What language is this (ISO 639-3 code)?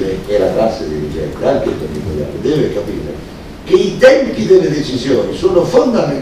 ita